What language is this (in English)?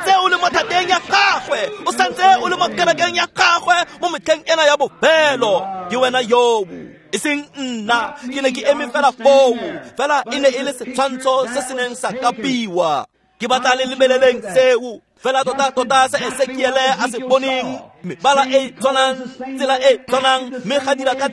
Tswana